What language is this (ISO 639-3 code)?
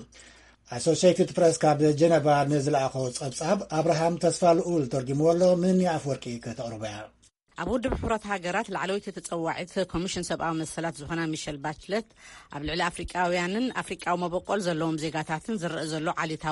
tir